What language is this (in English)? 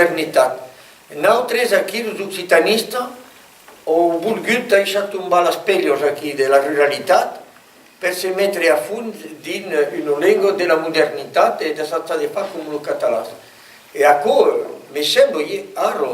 Occitan